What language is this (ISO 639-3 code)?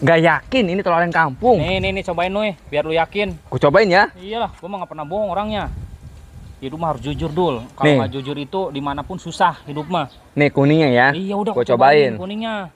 bew